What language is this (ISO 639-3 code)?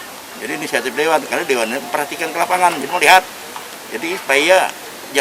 bjn